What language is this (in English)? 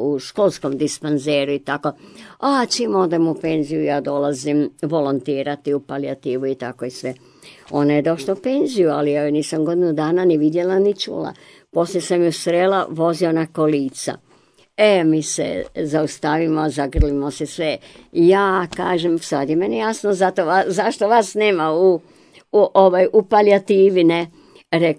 Croatian